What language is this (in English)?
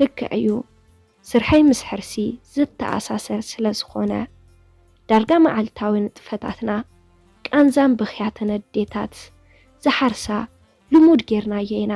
Tigrinya